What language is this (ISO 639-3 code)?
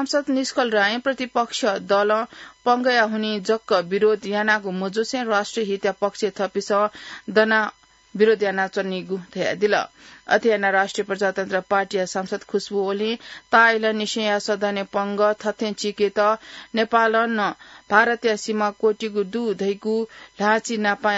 new